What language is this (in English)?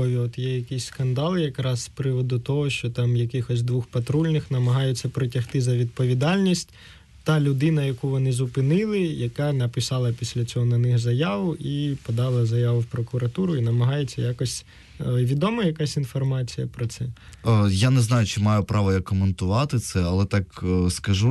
Ukrainian